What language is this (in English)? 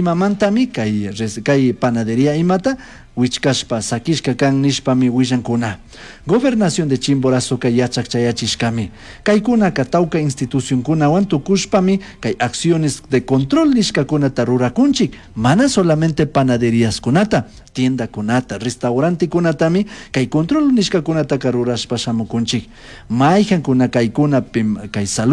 Chimborazo Highland Quichua